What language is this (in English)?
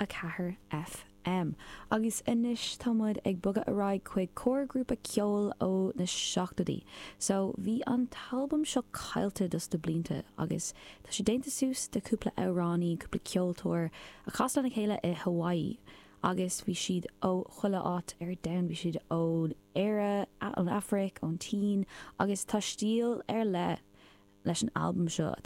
Irish